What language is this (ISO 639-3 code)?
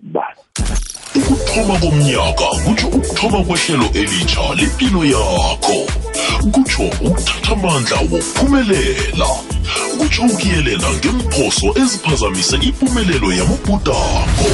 nbl